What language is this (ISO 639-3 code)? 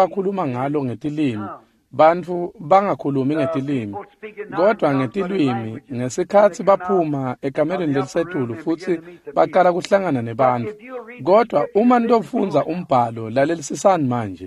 ssw